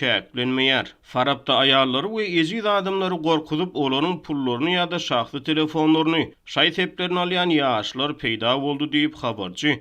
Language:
Turkmen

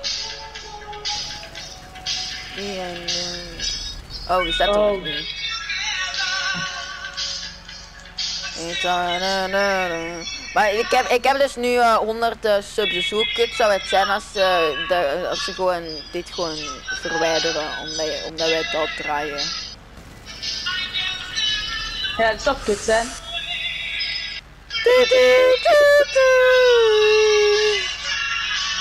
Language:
Dutch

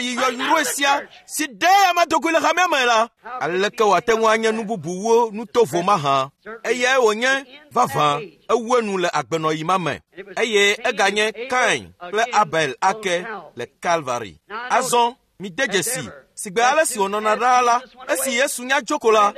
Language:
Ewe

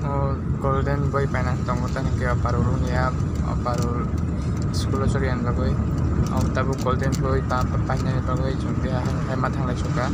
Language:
Kok Borok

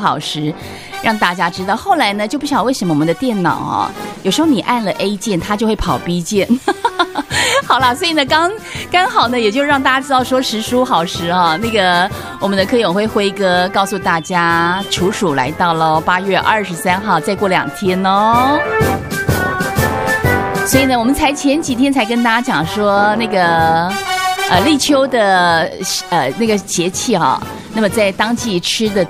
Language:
Chinese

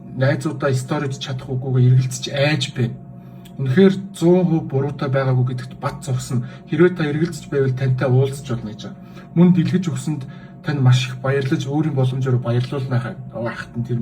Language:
Mongolian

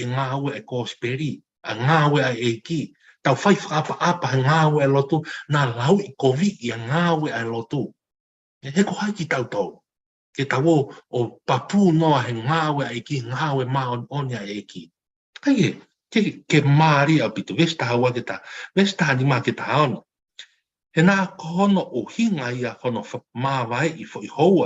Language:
Tongan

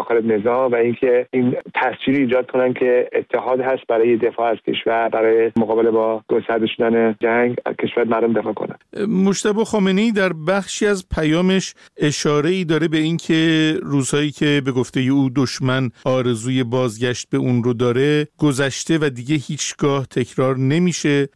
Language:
Persian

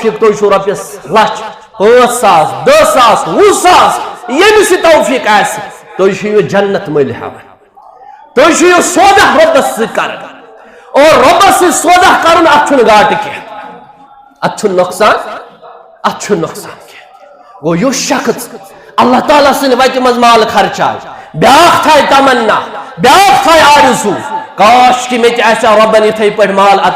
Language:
Kashmiri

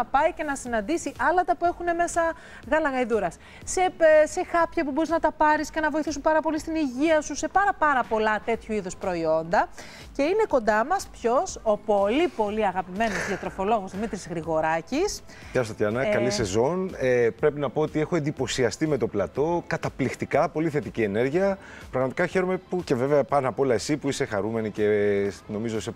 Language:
Greek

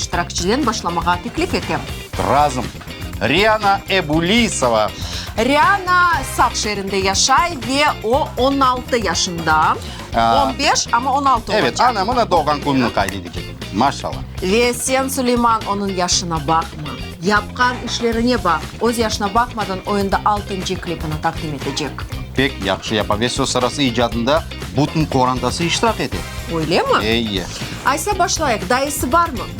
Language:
Crimean Tatar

